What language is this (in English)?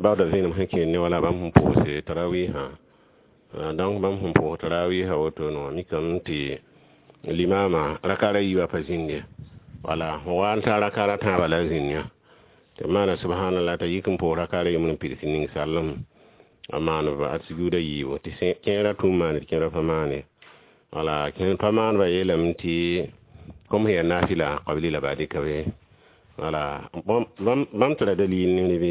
Mossi